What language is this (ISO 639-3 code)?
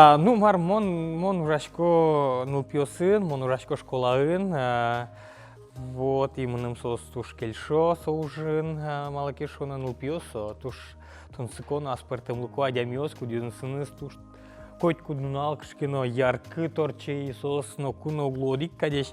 udm